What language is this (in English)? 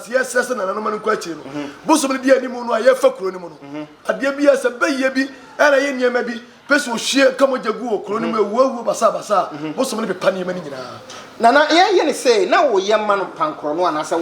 Akan